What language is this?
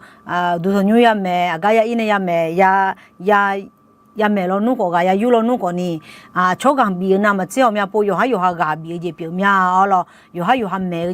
Akha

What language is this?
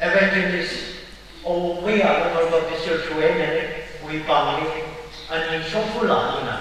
Tangkhul Naga (India)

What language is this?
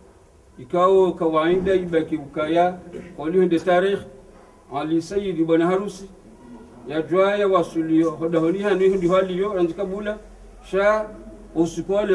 Swahili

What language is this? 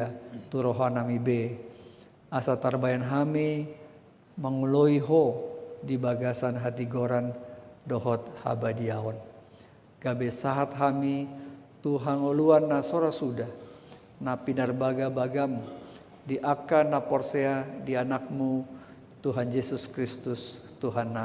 Batak Toba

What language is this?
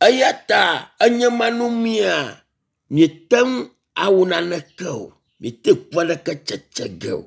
Ewe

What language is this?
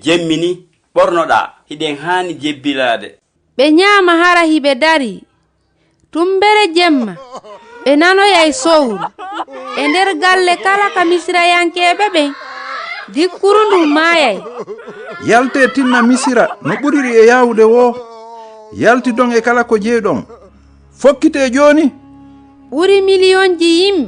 Fula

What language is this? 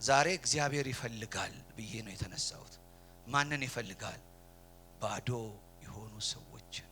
Amharic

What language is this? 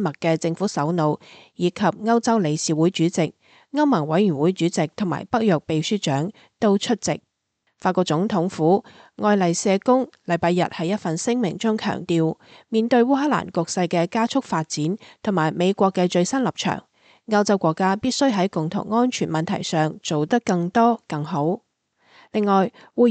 Cantonese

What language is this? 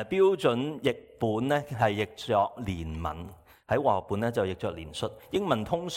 Cantonese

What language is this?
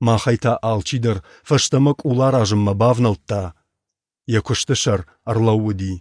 Ossetic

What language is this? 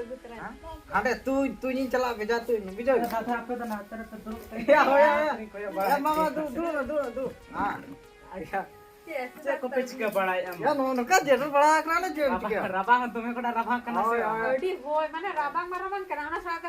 Santali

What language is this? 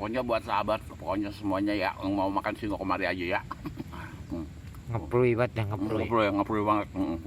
Betawi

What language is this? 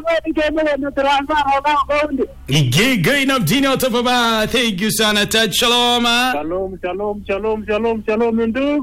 Swahili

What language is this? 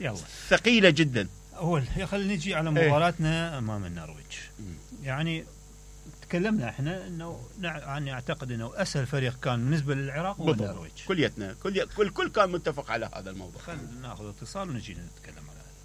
Mesopotamian Arabic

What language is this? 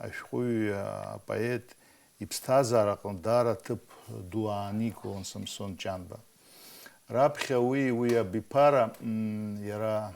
Abkhazian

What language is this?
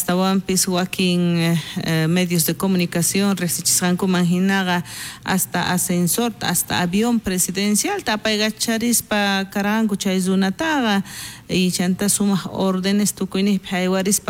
South Bolivian Quechua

